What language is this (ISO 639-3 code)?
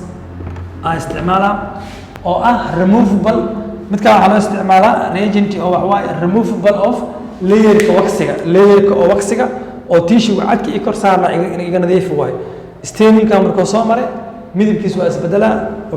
som